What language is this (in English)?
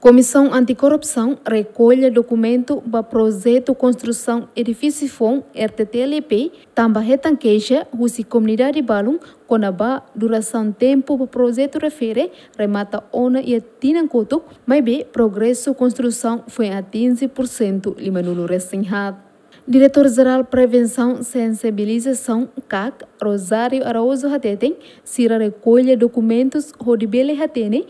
Tetum